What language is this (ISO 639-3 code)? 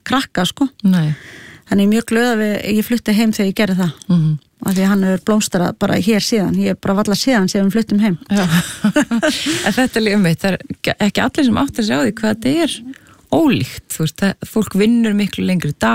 isl